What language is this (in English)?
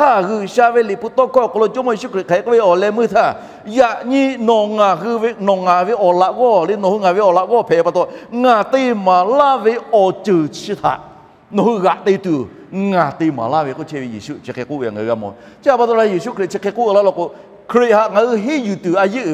Lahu